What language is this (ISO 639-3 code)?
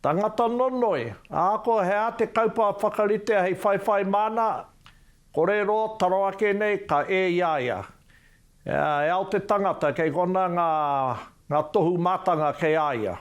mri